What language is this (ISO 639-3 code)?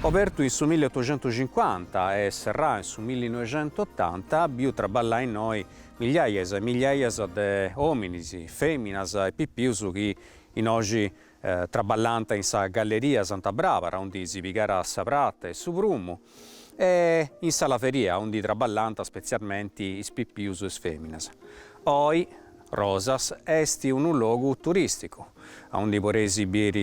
srd